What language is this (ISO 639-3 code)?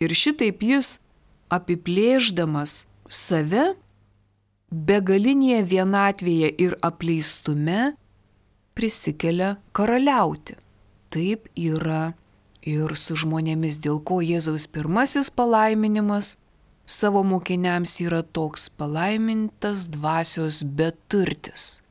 lit